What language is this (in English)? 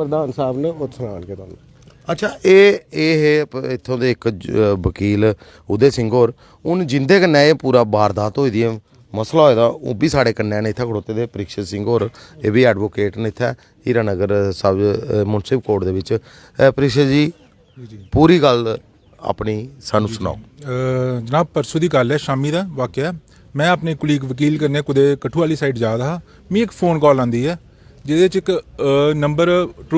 Dogri